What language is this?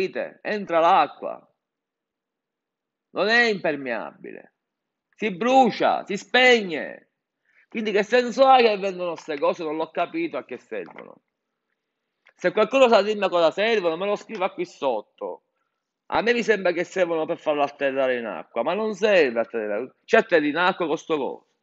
Italian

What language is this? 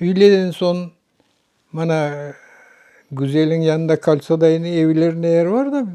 Crimean Tatar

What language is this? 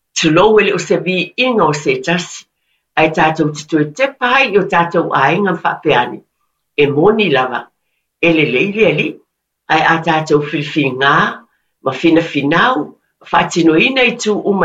Samoan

